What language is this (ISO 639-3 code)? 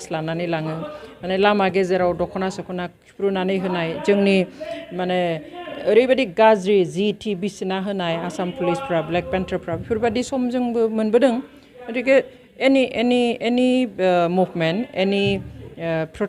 brx